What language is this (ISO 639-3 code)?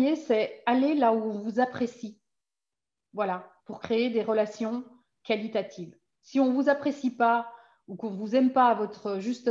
fra